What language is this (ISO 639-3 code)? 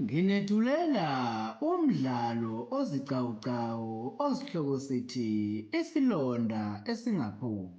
zul